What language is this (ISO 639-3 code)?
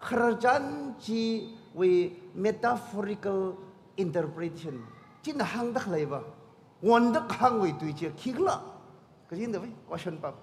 nmf